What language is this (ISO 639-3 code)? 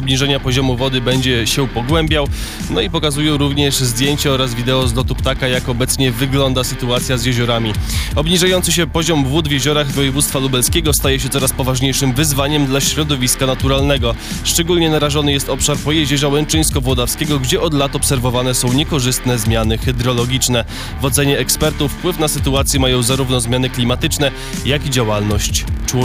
pol